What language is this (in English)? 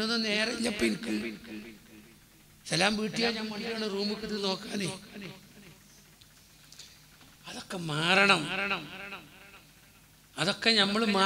Malayalam